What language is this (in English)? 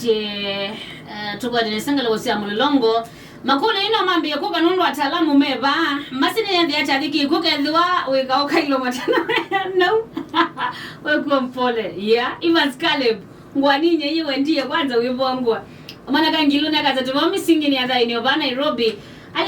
Kamba